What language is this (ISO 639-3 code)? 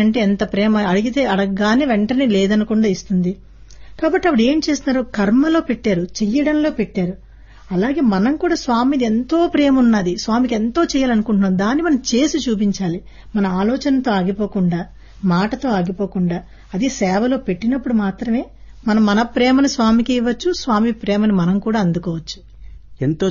tel